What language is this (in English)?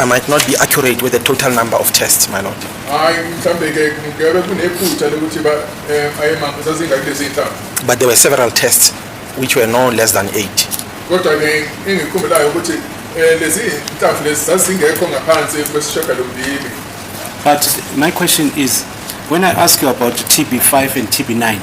Zulu